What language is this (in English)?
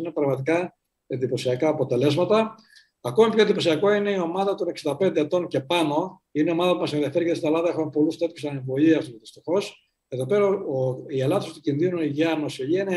Greek